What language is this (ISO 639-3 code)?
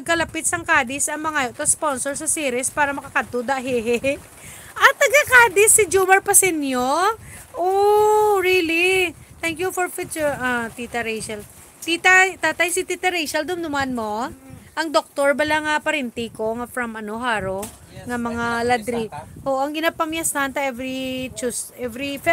hil